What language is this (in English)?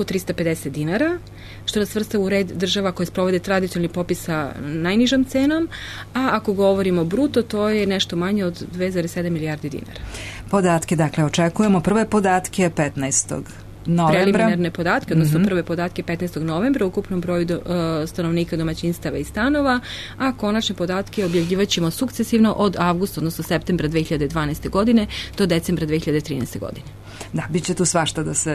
Serbian